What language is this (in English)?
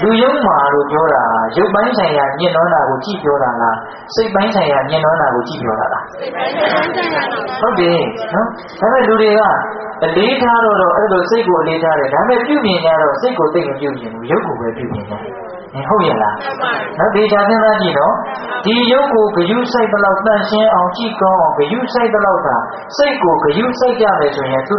Burmese